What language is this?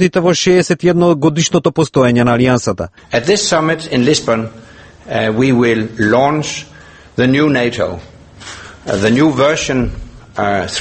Macedonian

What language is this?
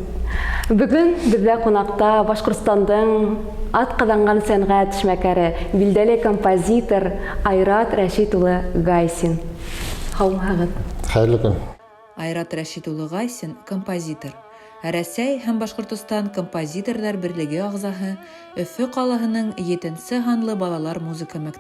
Bashkir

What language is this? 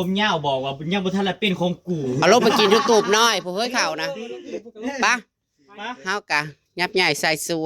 Northeastern Thai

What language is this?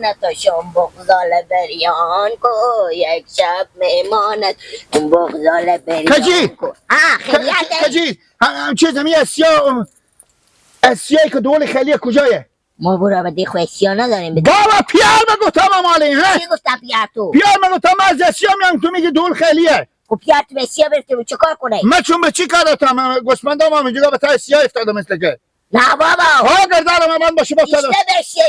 Persian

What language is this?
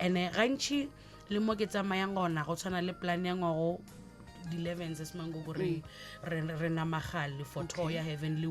Northern Sotho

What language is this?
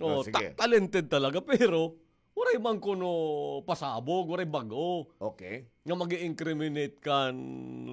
Waray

